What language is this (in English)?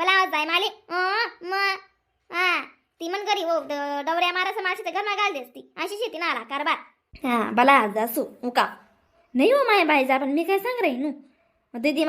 Khandesi